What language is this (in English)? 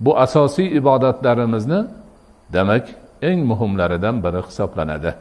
Uzbek